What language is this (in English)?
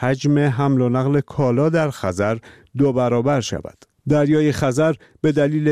Persian